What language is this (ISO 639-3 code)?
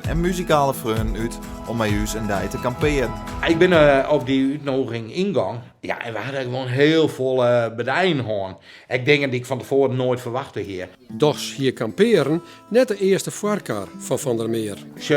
fry